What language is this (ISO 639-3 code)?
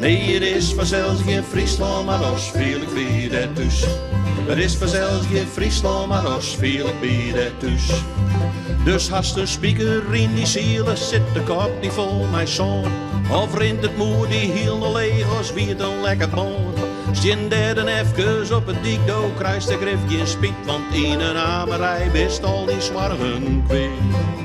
fry